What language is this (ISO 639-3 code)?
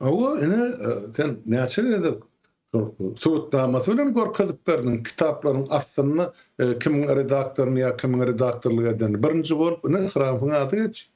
tuk